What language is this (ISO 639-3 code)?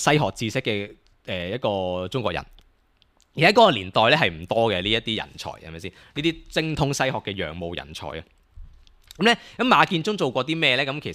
yue